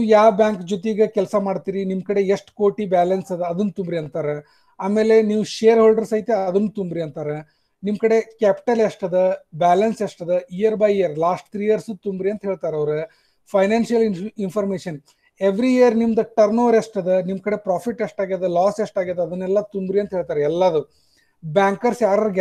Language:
Kannada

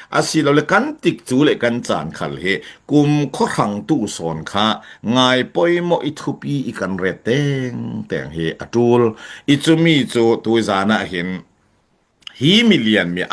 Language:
Falam Chin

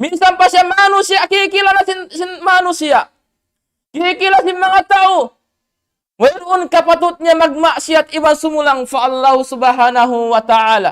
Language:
Tausug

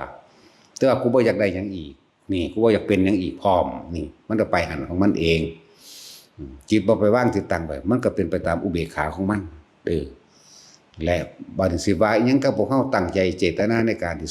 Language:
Northeastern Thai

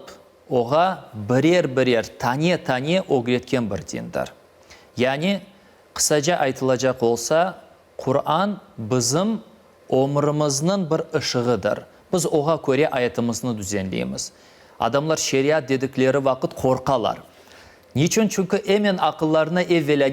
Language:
Crimean Tatar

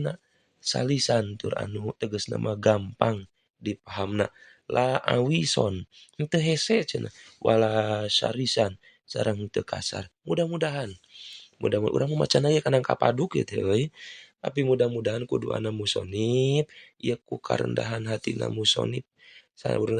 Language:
Sundanese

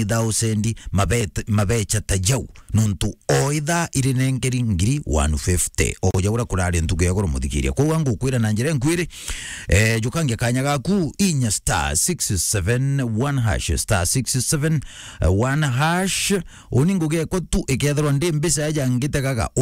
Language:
Meru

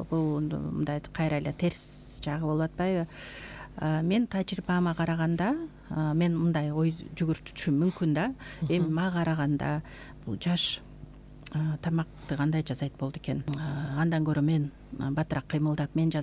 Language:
Kyrgyz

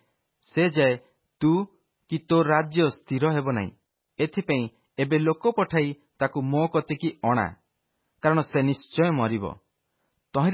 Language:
Odia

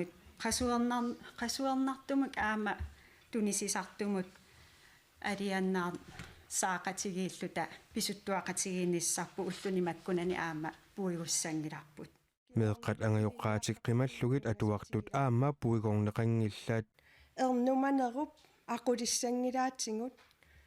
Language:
Kalaallisut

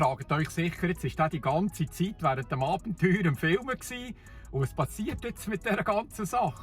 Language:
Swiss German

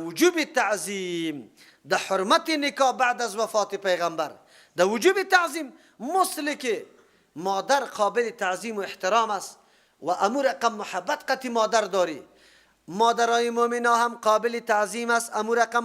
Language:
Persian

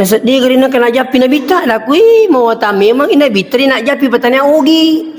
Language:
Buginese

